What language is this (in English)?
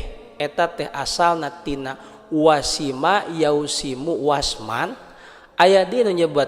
Sundanese